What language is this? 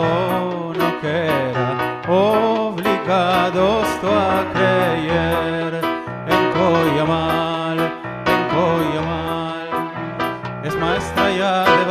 Ladino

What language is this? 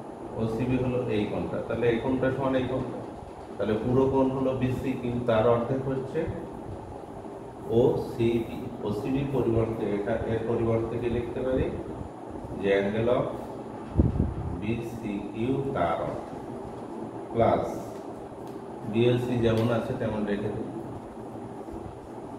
Bangla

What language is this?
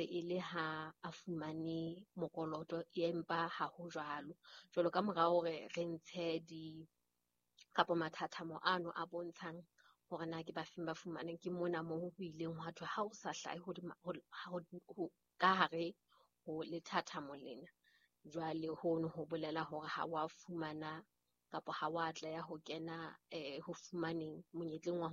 Southern Sotho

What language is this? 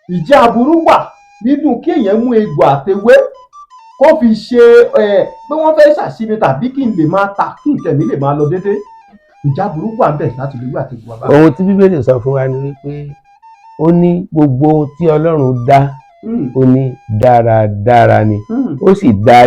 Yoruba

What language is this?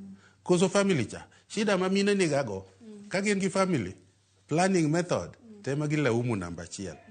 Luo (Kenya and Tanzania)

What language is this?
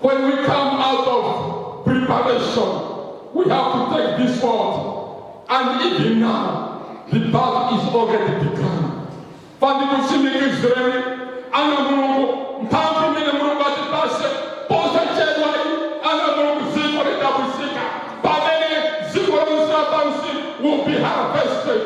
Nyanja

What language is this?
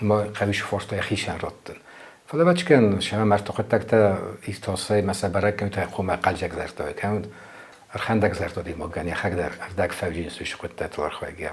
Ossetic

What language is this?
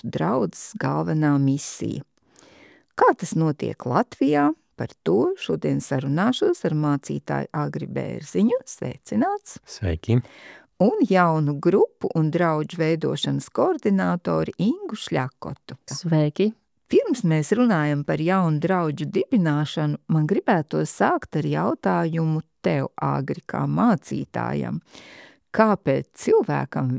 Latvian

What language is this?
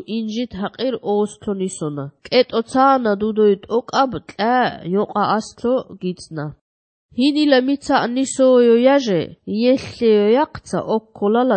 Georgian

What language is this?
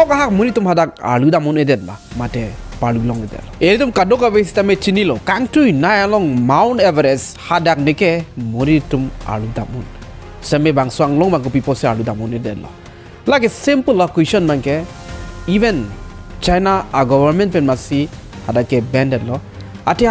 Karbi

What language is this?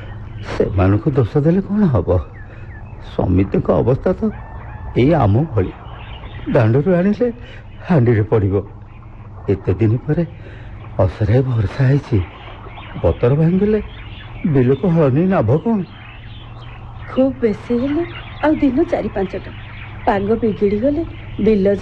Odia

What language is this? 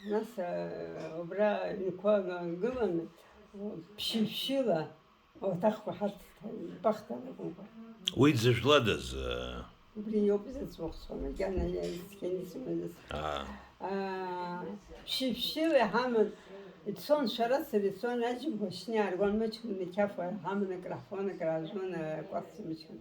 Abkhazian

